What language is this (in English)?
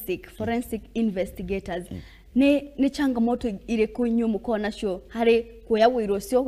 Kikuyu